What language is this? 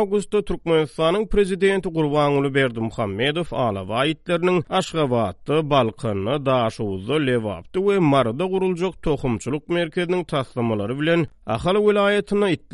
Turkmen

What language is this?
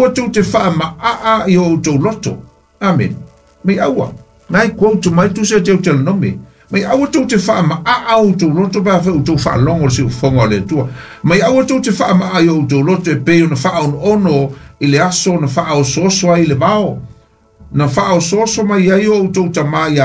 Samoan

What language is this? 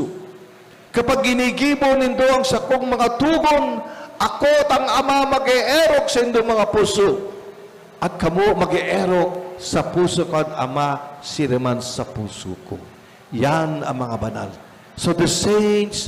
Bikol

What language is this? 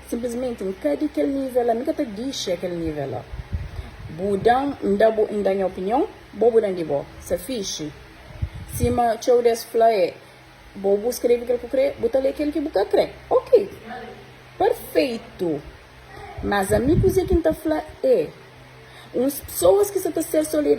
Kabuverdianu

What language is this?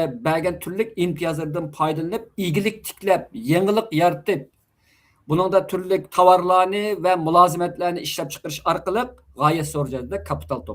Uyghur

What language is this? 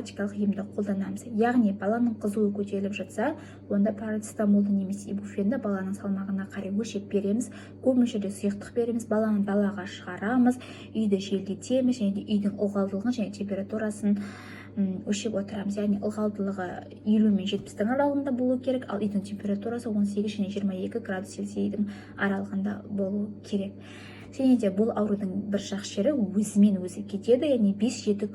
Kazakh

